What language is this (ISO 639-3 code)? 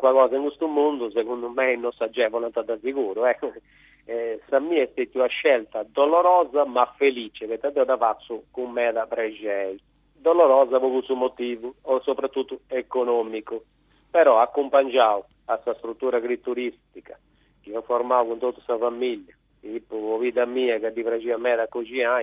srd